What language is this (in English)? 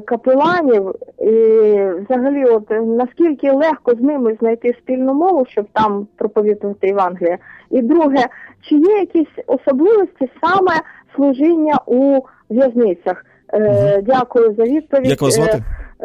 Ukrainian